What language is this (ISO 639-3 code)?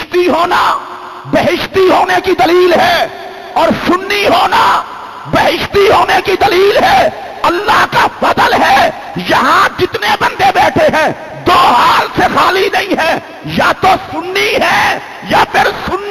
urd